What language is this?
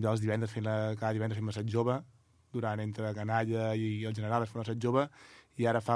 Catalan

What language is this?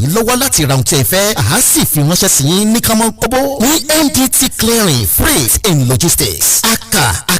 Yoruba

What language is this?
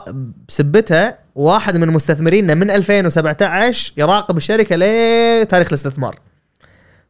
Gulf Arabic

